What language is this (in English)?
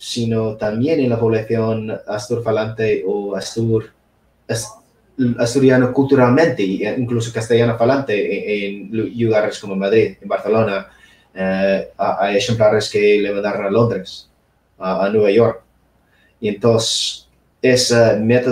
Asturian